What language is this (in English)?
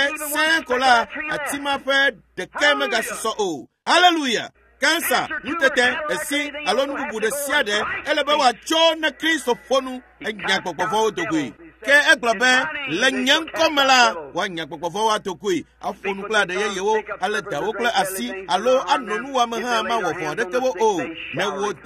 Ewe